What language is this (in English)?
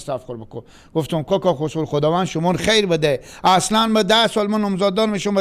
Persian